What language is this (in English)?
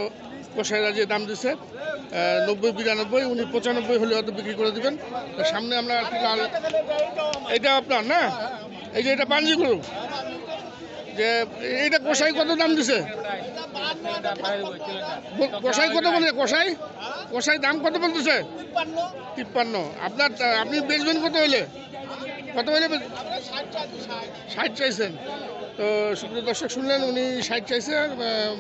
Bangla